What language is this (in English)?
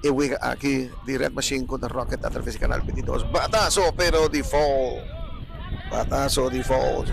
Papiamento